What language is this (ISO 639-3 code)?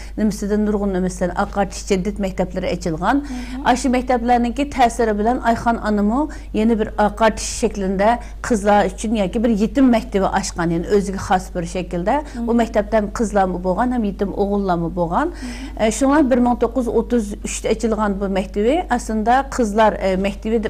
uig